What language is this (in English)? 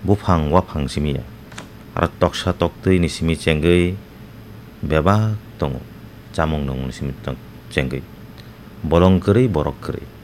Kok Borok